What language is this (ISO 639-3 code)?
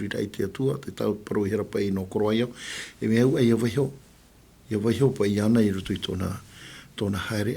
tah